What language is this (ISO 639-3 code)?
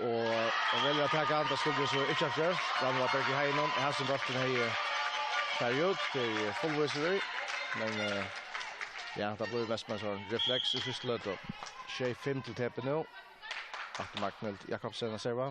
fao